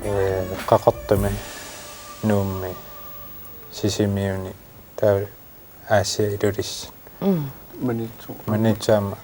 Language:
Kalaallisut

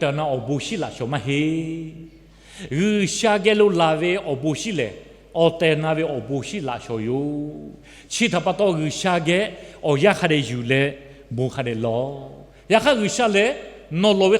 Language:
Lahu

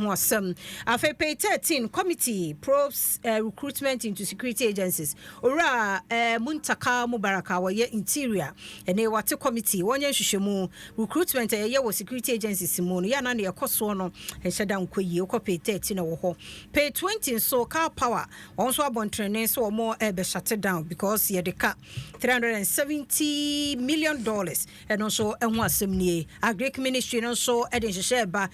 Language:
Akan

